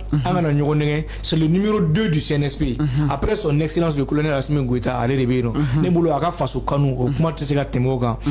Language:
Bambara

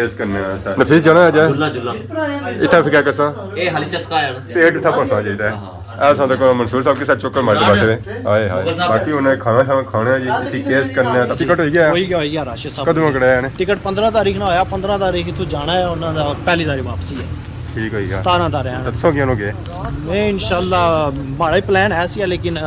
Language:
Pahari-Potwari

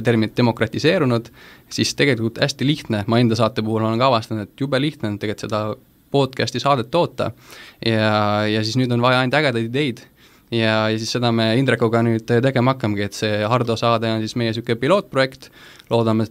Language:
Estonian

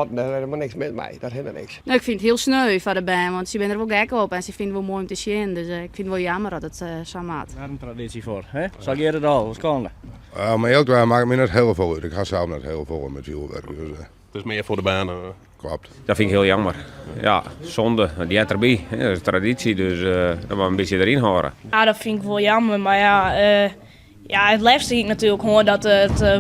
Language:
Western Frisian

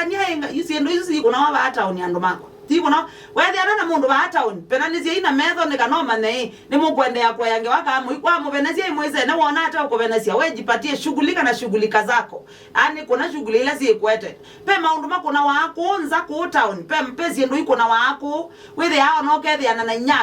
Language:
Kamba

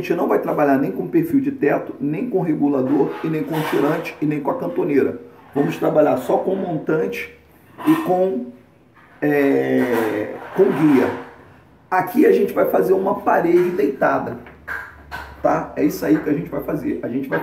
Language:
Portuguese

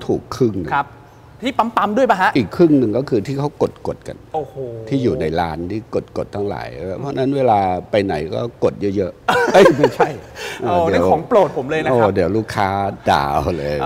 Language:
Thai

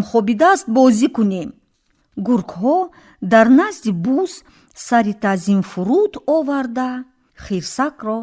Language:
Tajik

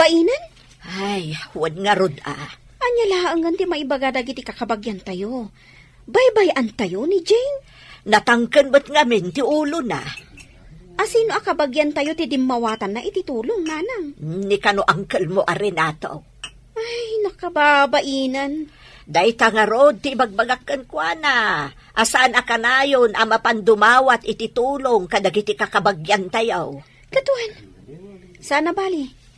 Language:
Iloko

